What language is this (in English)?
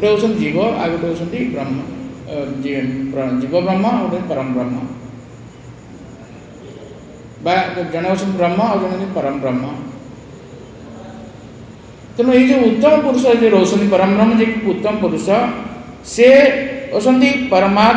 Odia